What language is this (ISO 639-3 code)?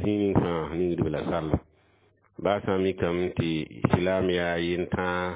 mos